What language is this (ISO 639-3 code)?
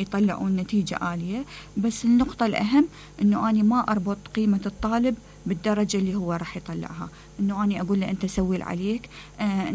acm